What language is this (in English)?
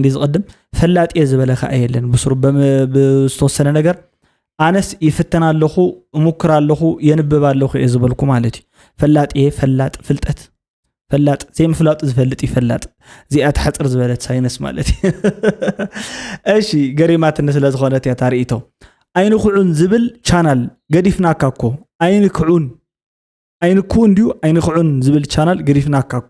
Tigrinya